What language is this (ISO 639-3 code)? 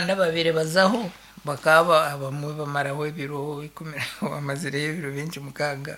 nyn